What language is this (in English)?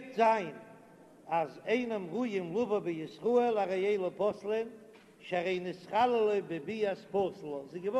Yiddish